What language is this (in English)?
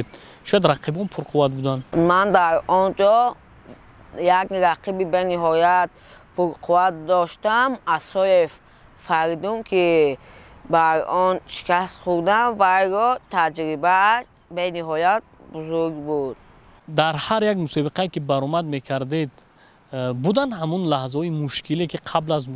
Tajik